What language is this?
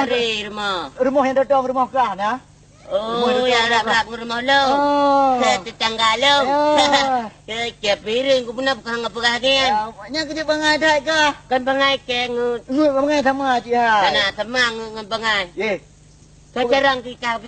Achinese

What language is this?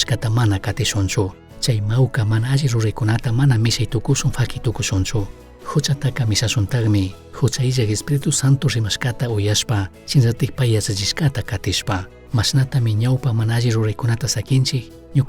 Chimborazo Highland Quichua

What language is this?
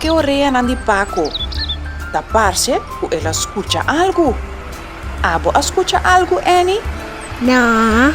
Papiamento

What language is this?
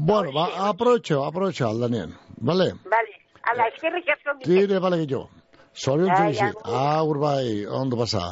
Basque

